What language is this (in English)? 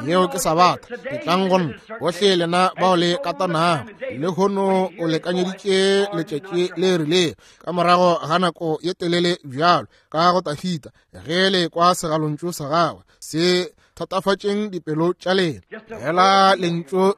Northern Sotho